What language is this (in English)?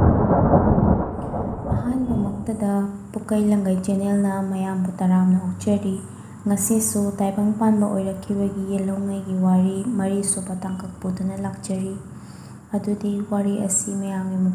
Manipuri